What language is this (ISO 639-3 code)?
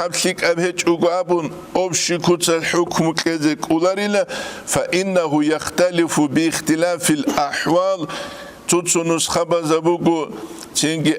ava